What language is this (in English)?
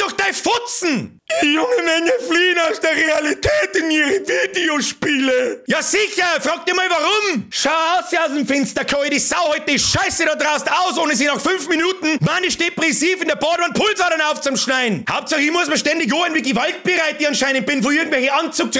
Bavarian